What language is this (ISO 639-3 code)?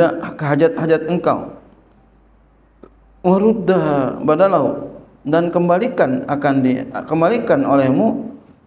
ind